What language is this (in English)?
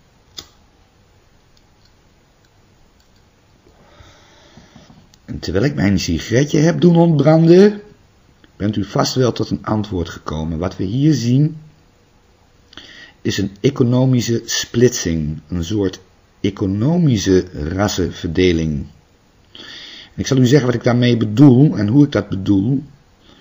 Dutch